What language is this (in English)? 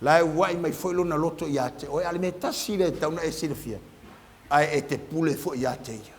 Samoan